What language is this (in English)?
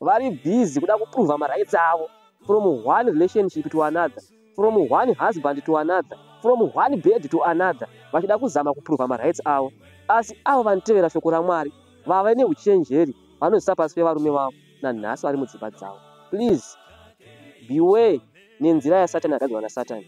Shona